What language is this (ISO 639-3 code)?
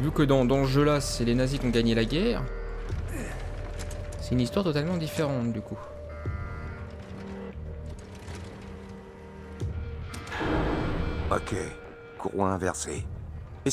fra